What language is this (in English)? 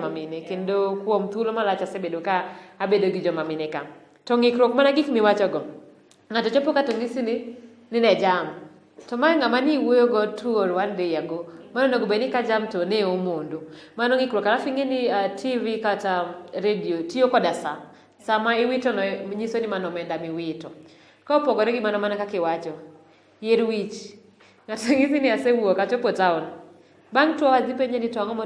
Luo (Kenya and Tanzania)